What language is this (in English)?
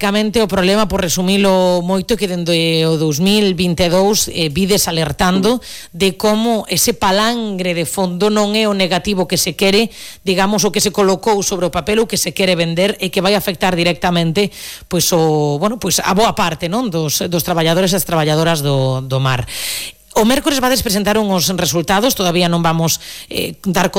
Galician